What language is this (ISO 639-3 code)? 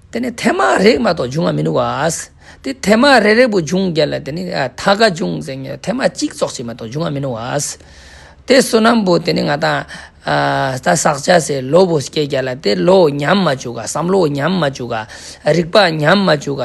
lbj